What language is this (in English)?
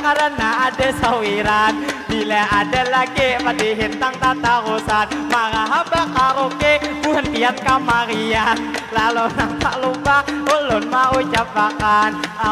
Banjar